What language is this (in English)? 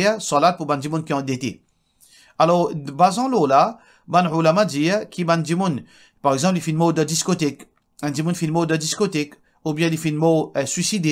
Morisyen